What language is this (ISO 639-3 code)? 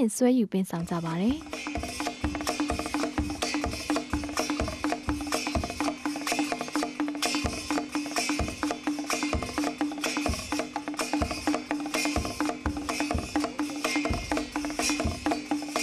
mya